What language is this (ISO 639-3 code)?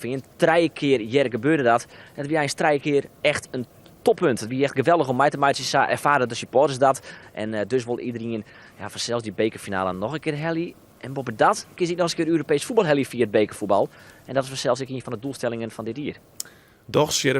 fry